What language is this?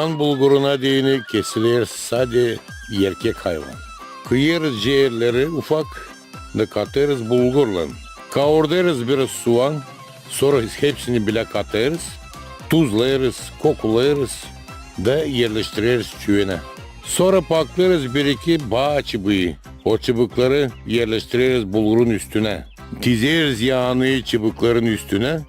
Gagauz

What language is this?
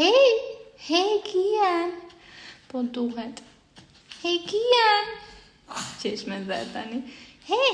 Albanian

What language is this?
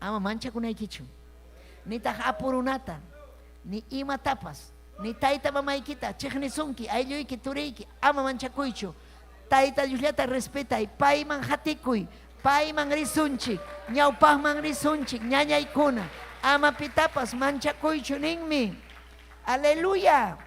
Ayacucho Quechua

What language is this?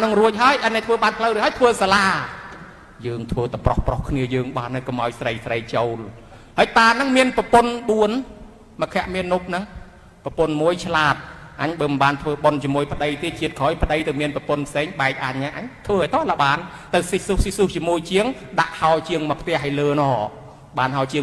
Khmer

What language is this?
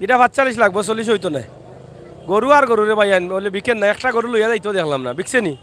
Sylheti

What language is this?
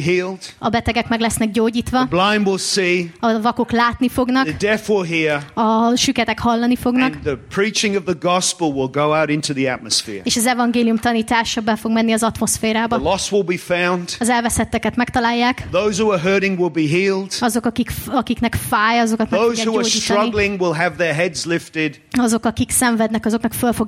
Hungarian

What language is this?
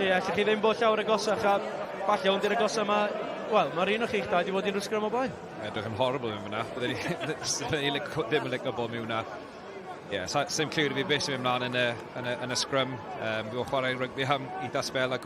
Welsh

